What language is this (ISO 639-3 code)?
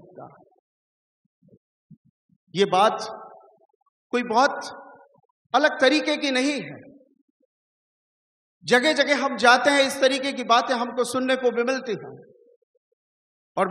hin